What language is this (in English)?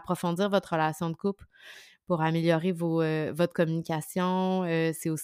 French